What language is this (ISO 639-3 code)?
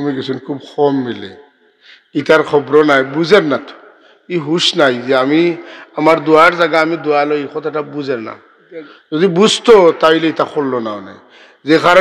syl